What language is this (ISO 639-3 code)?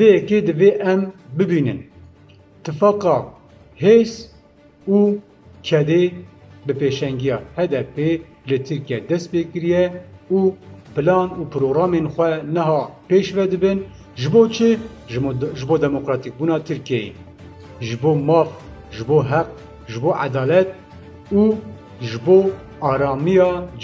kur